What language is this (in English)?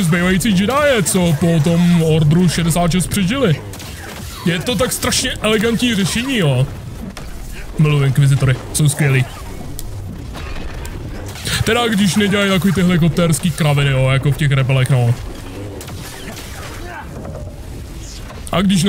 Czech